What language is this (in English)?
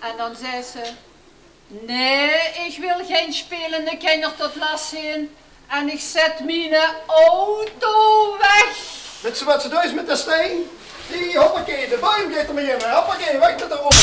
Limburgish